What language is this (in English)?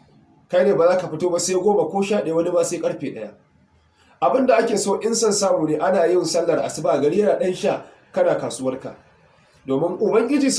Hausa